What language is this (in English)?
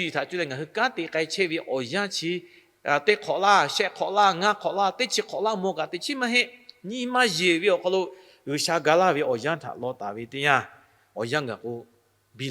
Lahu